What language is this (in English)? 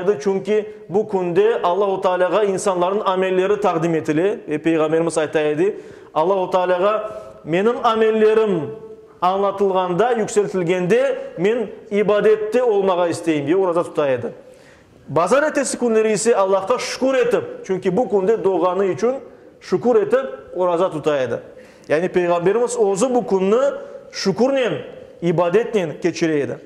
Crimean Tatar